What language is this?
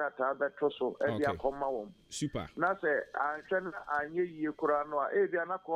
Akan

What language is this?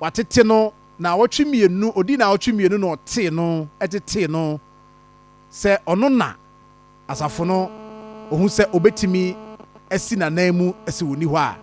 Akan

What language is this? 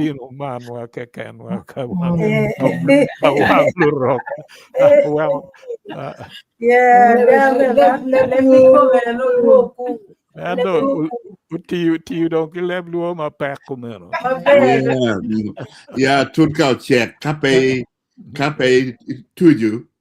Acoli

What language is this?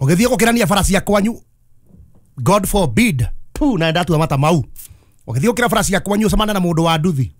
Kikuyu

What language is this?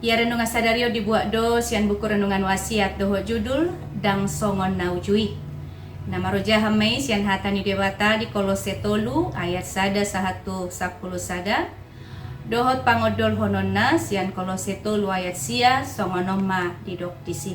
Batak Toba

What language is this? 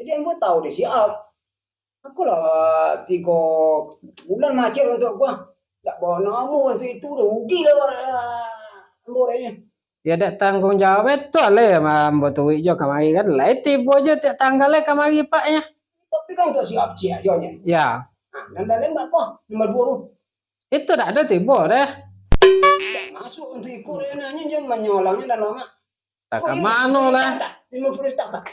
Minangkabau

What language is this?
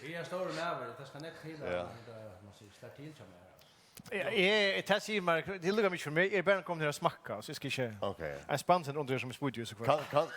Faroese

